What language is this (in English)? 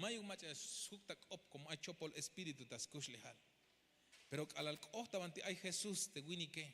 Tzeltal